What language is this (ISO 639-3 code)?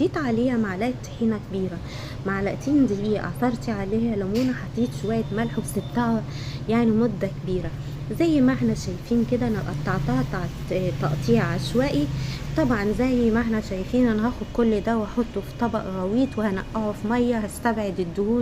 arz